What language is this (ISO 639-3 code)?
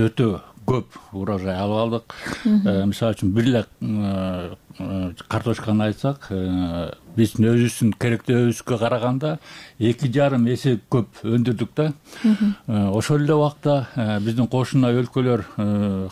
kir